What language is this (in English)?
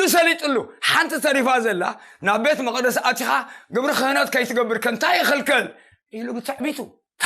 Tigrinya